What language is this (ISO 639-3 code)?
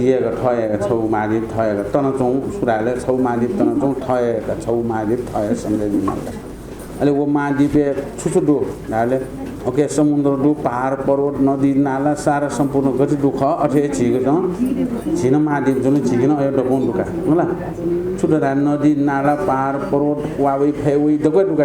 new